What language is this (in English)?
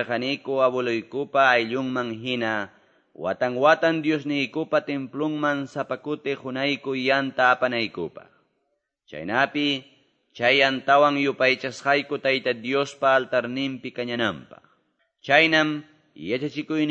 Quechua